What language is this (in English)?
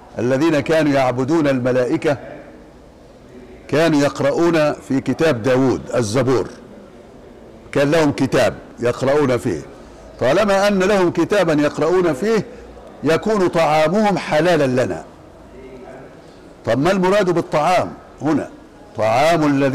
Arabic